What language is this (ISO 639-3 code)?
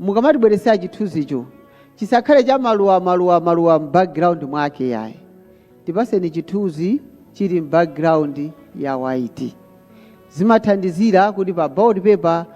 nya